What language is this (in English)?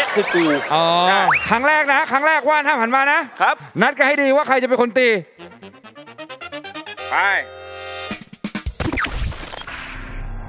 Thai